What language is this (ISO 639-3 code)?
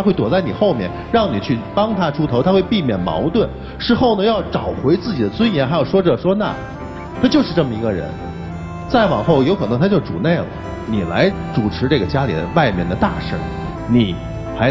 zho